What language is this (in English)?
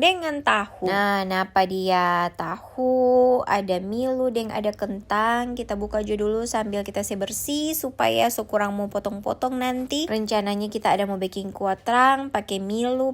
Manado Malay